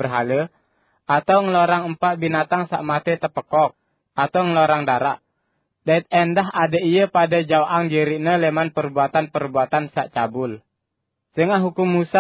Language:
Sasak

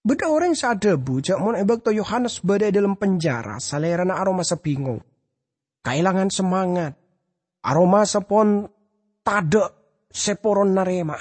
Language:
Madurese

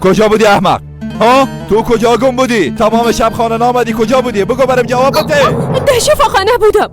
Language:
Persian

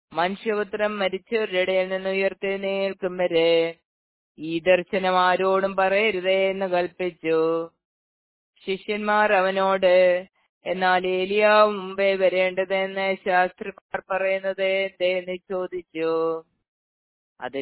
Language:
Malayalam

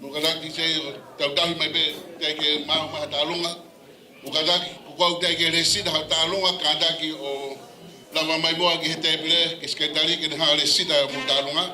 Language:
Tongan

